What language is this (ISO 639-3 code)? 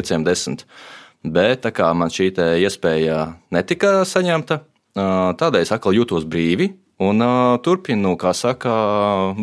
lav